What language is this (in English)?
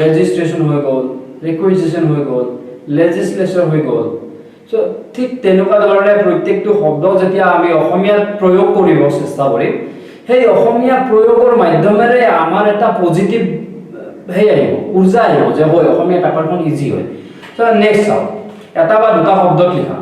Assamese